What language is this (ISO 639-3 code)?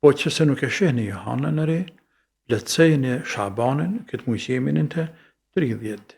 sqi